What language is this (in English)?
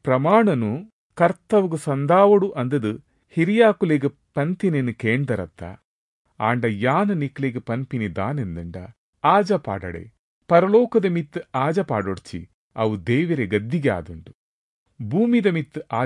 Tulu